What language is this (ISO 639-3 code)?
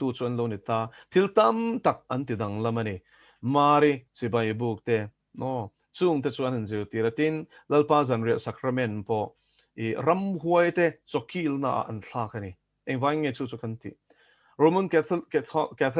lus